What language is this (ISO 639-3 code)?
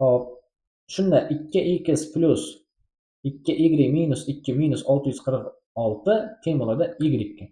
uzb